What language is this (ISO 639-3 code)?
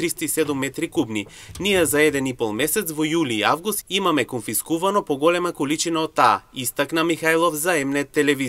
mkd